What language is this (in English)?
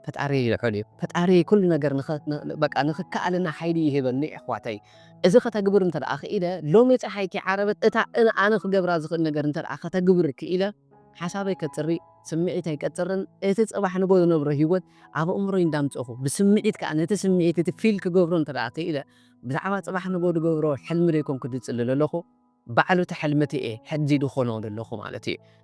Tigrinya